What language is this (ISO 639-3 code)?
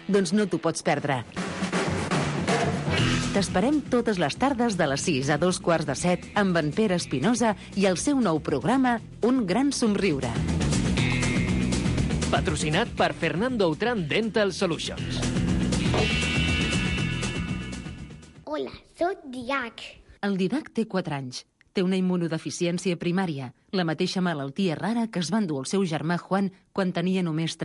cat